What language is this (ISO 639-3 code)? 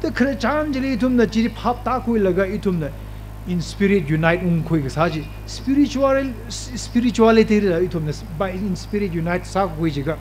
nmf